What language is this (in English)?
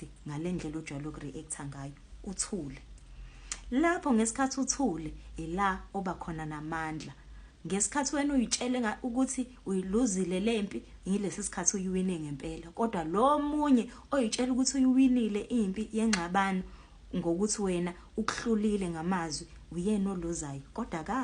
Zulu